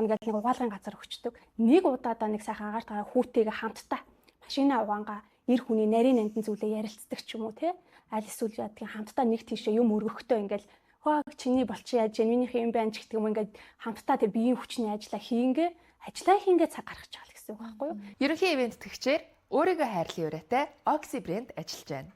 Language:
Mongolian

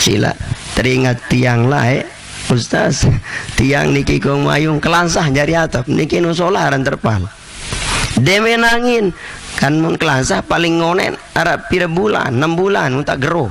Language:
Sasak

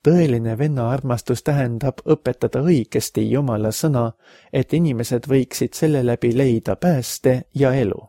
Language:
Estonian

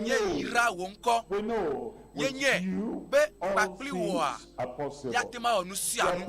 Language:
Ewe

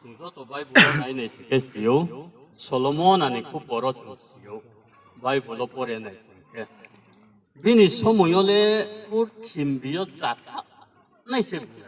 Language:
Riang (India)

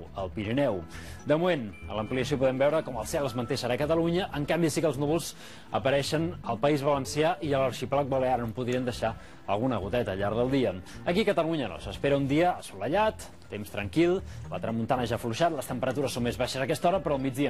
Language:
Catalan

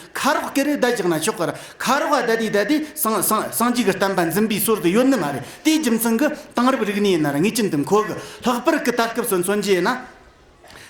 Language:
Tibetan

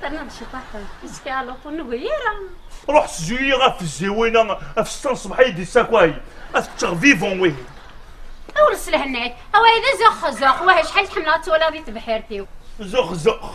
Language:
Kabyle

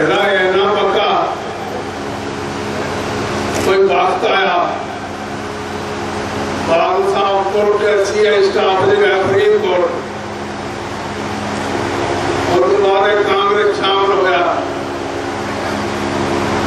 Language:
Punjabi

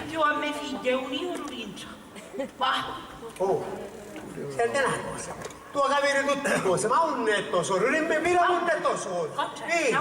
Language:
Sicilian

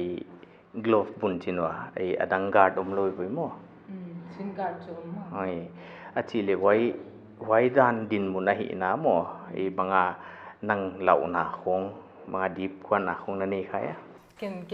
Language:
Paite Chin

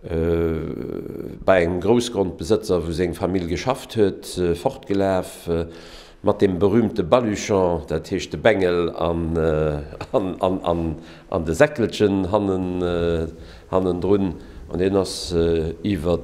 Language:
Luxembourgish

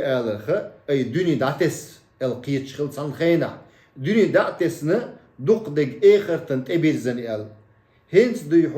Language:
Chechen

